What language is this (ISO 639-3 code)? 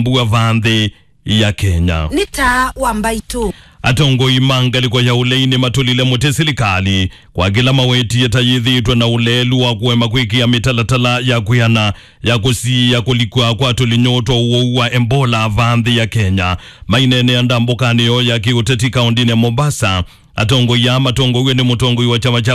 kam